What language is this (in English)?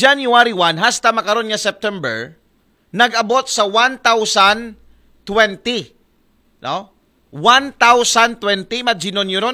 Aklanon